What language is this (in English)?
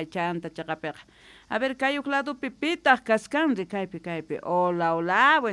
South Bolivian Quechua